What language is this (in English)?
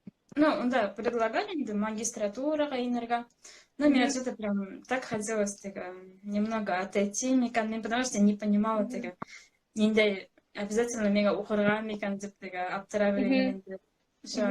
Bashkir